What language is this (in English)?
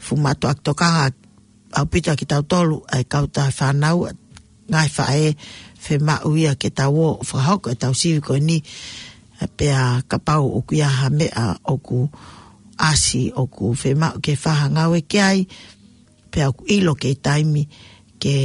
Tongan